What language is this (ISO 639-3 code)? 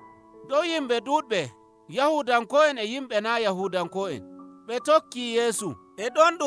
fuv